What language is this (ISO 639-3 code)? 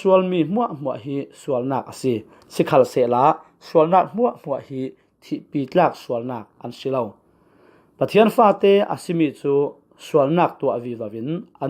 cfm